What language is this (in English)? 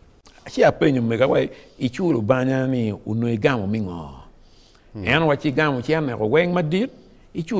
Acoli